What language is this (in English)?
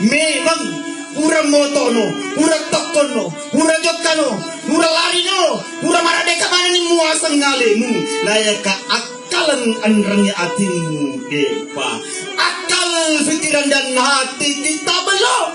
Buginese